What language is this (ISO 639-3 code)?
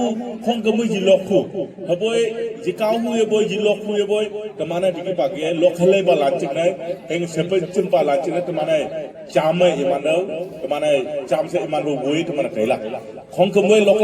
nag